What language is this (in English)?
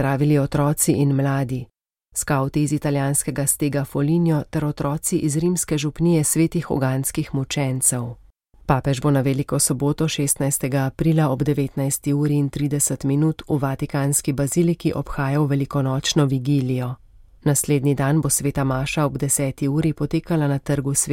Slovenian